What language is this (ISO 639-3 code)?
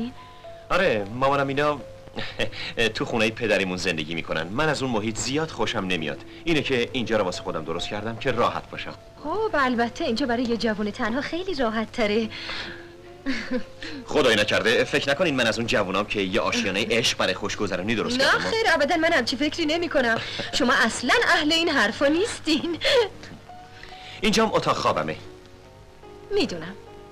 fas